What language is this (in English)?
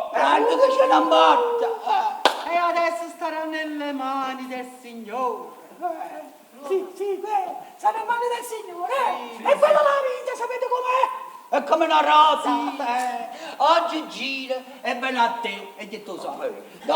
Neapolitan